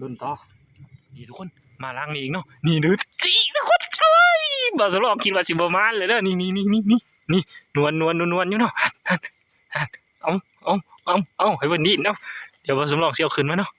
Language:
Northeastern Thai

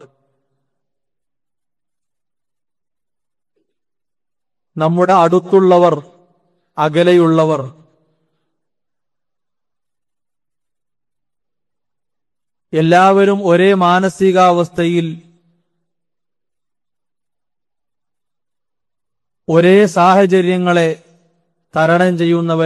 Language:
Malayalam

